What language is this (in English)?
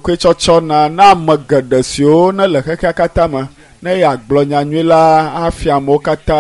Ewe